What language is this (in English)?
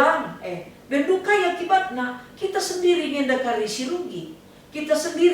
Batak Karo